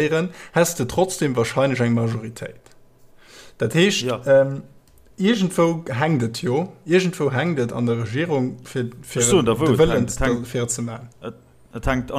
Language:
Luxembourgish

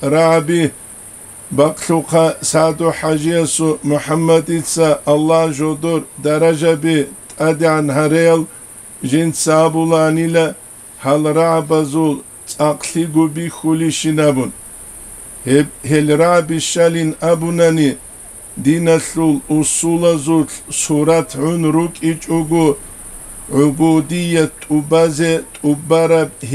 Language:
Avaric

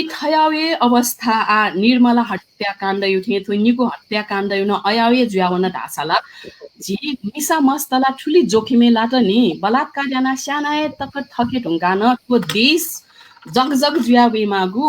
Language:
Newari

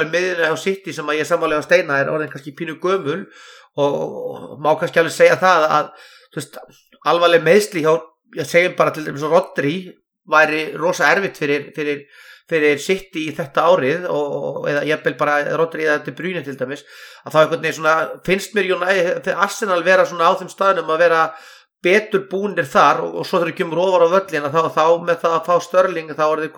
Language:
Icelandic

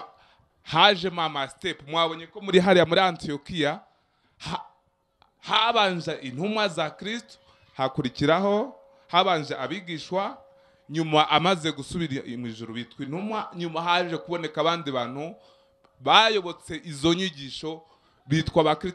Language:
Kinyarwanda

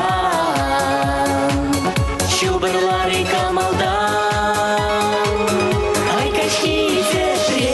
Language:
Chuvash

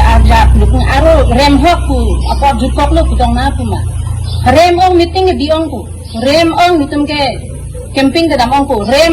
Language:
Karbi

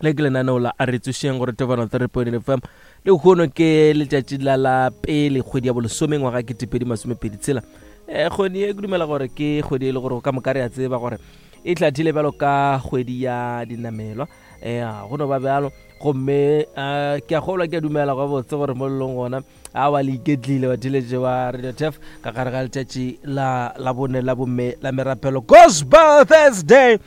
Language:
Northern Sotho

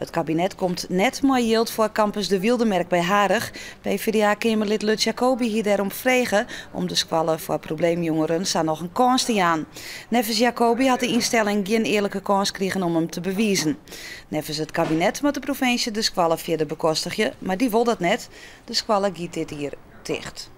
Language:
Western Frisian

